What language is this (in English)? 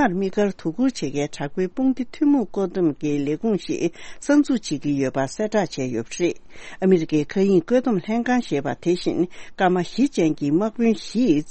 Tibetan